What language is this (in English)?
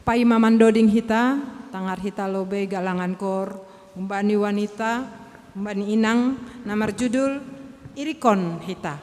Batak Simalungun